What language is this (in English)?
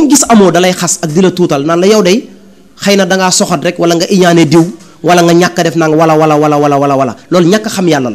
Wolof